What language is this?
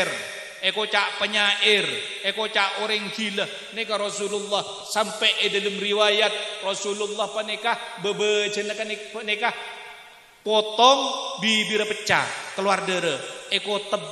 Madurese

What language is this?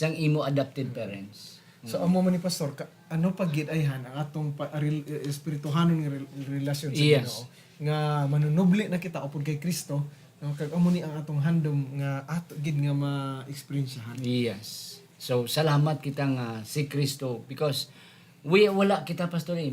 Hiligaynon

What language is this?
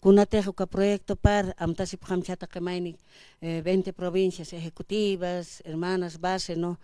Aymara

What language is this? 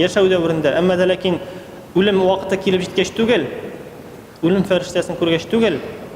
Tatar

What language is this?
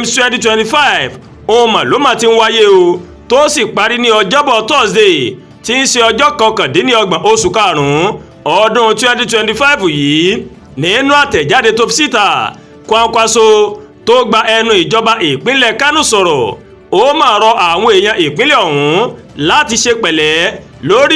Yoruba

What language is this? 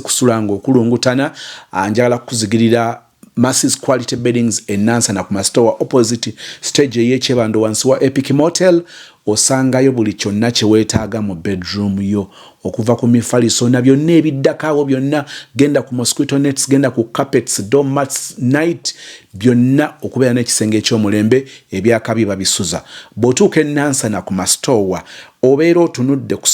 Ganda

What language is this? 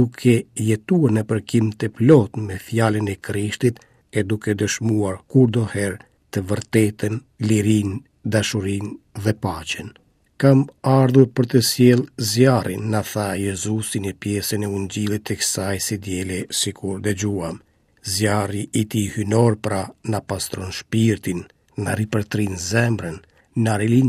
Albanian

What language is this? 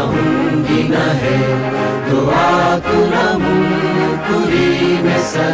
Divehi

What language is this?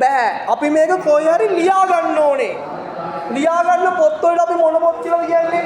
Sinhala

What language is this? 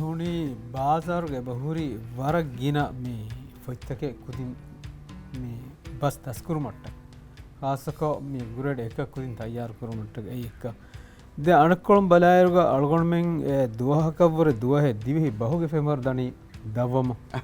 Divehi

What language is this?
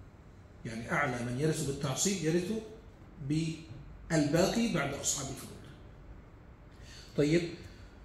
Arabic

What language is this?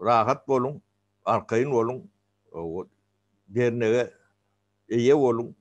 Turkmen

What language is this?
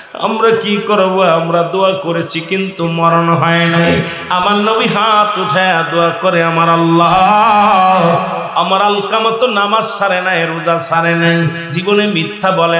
Bangla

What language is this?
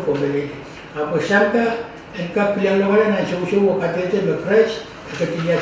Pohnpeian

